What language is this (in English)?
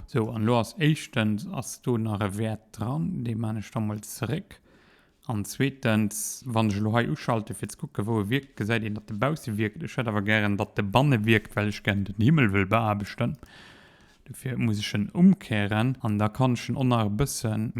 Luxembourgish